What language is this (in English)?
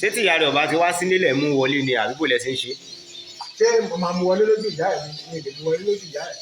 Yoruba